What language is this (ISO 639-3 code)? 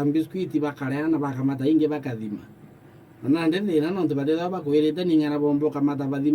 mer